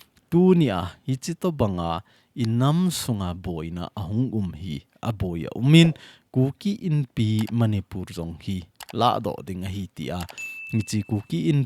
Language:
Thado Chin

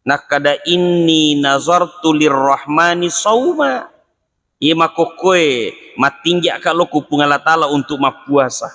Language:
Buginese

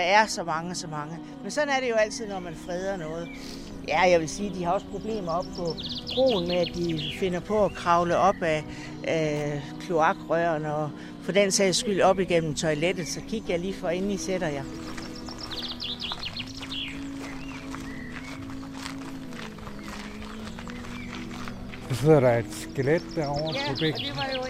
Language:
Danish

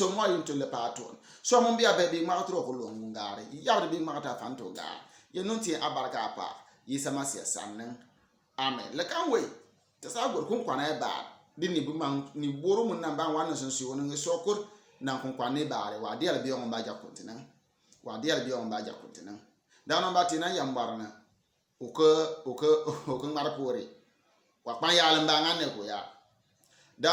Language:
Bimoba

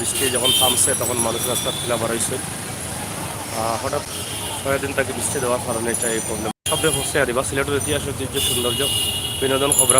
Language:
Sylheti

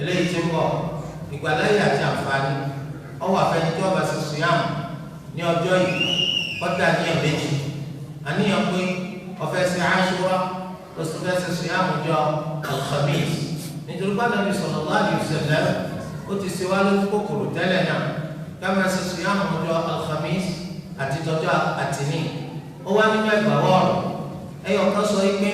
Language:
Yoruba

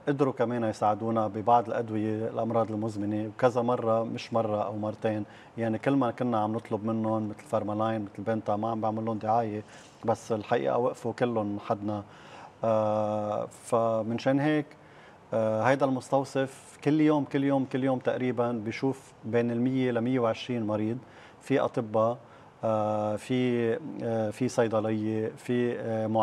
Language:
North Levantine Arabic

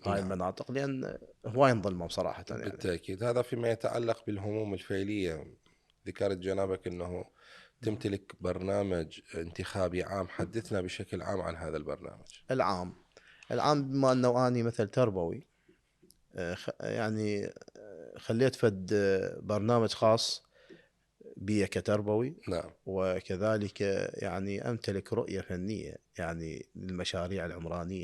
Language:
Mesopotamian Arabic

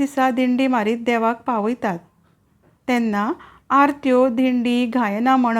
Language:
Konkani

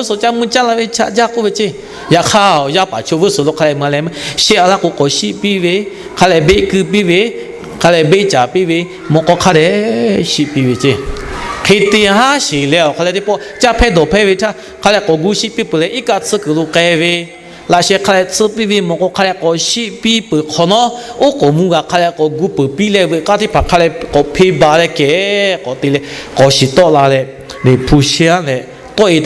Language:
Lahu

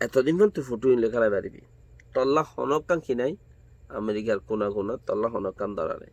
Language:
Rohingya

